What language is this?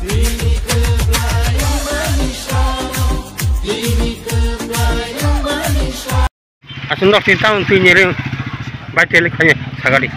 Kok Borok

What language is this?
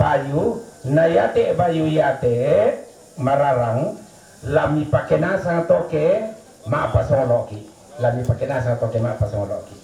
Toraja-Sa'dan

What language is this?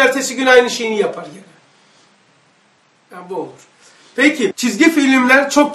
Turkish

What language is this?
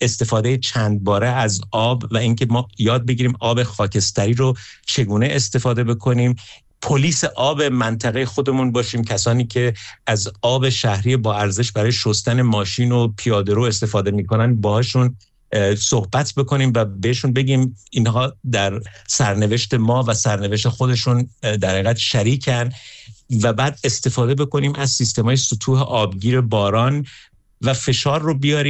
Persian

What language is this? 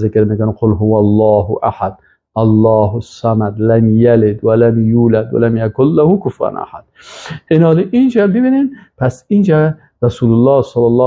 Persian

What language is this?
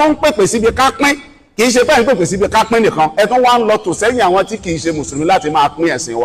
Yoruba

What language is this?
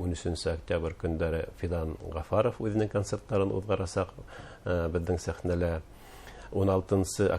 Bashkir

